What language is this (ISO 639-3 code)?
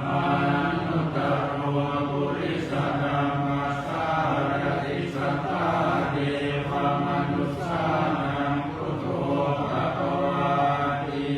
pli